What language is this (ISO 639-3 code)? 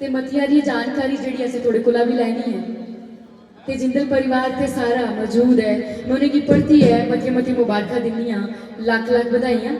doi